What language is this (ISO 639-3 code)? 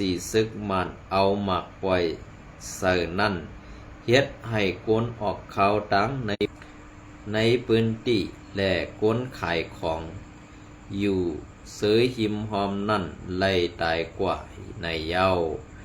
shn